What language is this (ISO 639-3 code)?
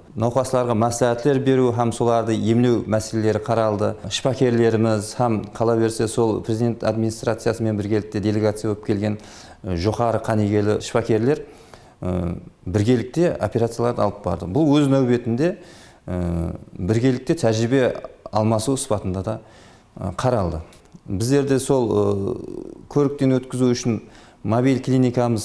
kaa